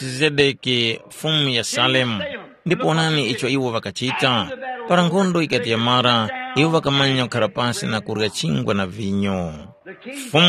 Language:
Tumbuka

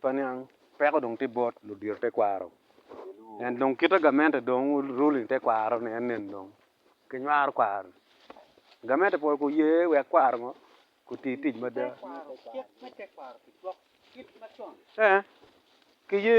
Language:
Acoli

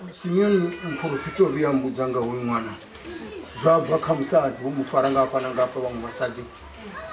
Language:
Venda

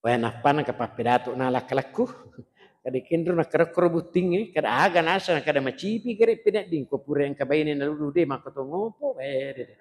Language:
Buginese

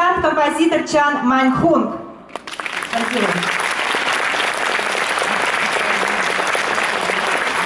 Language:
Russian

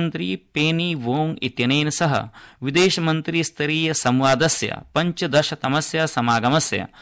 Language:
Sanskrit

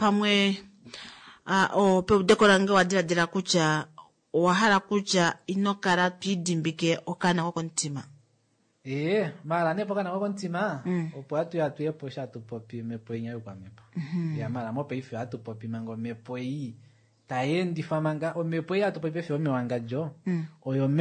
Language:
Kuanyama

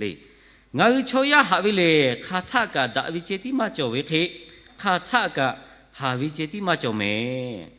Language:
Lahu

